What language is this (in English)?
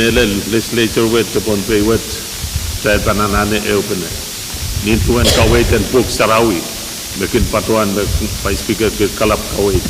Pohnpeian